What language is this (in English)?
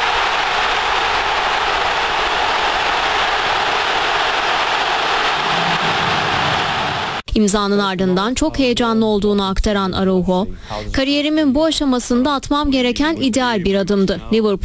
Turkish